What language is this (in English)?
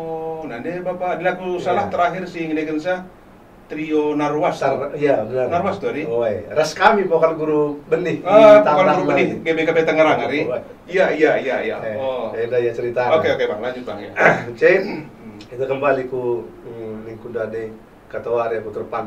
Batak Karo